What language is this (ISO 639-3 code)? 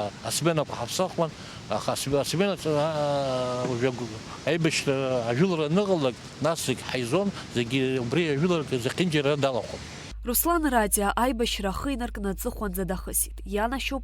abk